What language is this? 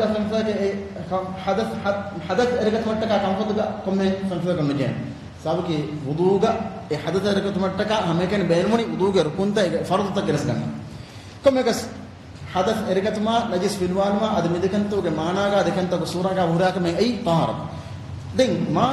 Divehi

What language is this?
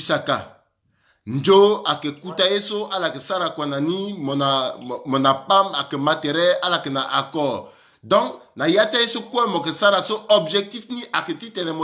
Sango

